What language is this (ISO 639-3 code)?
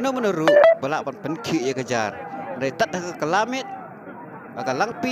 kha